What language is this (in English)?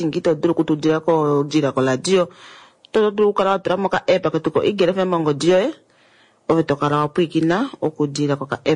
Kuanyama